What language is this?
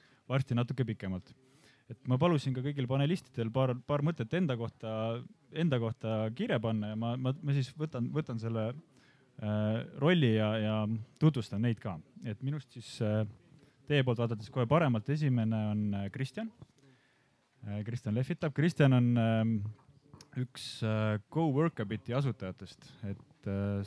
Estonian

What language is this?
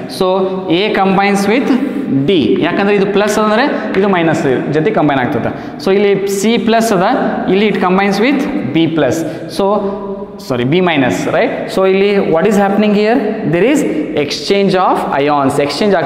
Kannada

